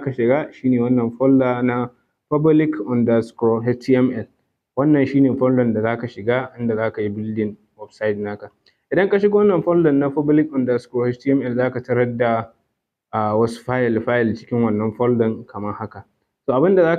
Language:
Hausa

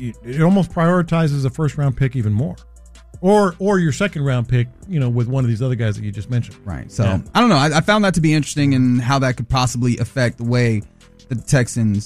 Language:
English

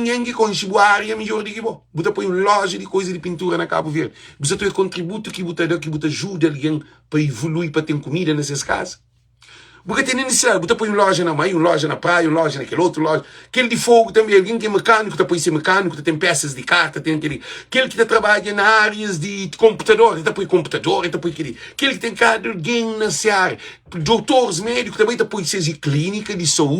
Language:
Kabuverdianu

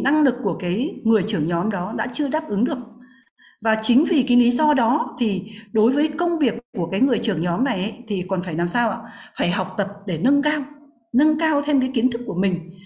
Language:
Vietnamese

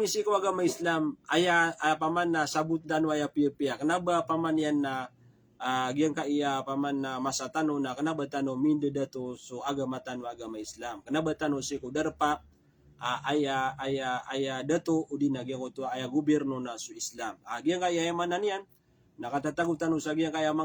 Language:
Maranao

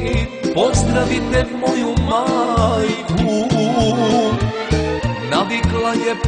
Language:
Serbian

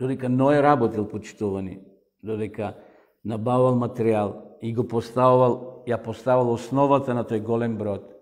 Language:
Macedonian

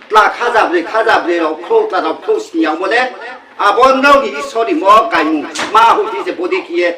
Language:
Riang (India)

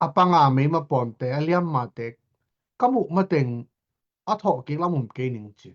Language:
Tedim Chin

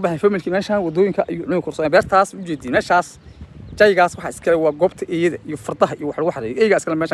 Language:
Somali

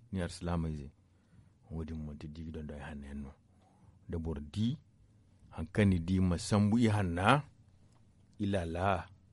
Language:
Zarma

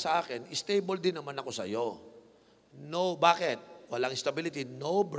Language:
Filipino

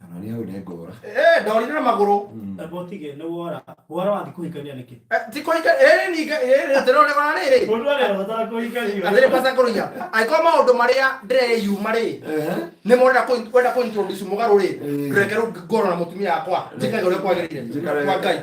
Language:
Kikuyu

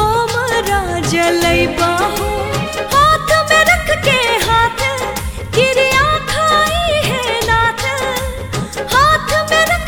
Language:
Bhojpuri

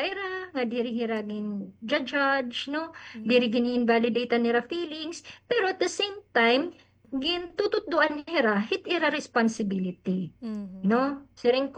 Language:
Waray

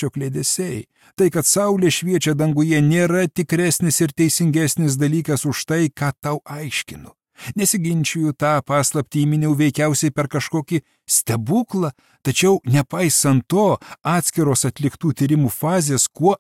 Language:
Lithuanian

